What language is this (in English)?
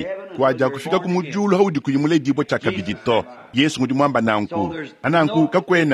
Luba-Lulua